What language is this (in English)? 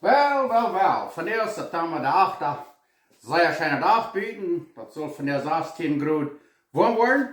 Plautdietsch